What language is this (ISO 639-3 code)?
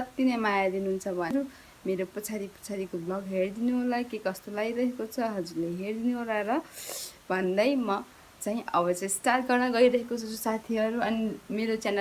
nep